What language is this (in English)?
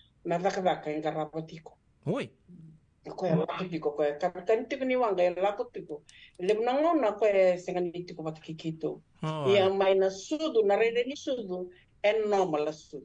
Fijian